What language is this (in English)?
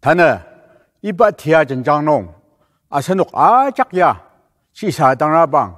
Ao Naga